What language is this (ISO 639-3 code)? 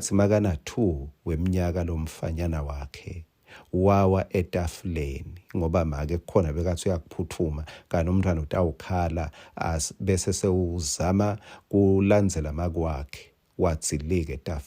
ssw